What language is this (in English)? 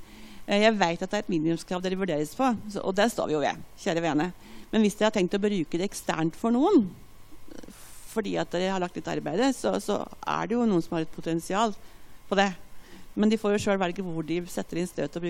Norwegian